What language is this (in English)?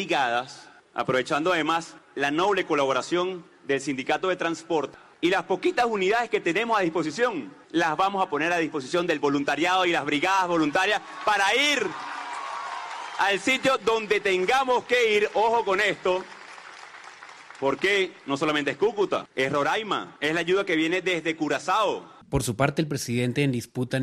Spanish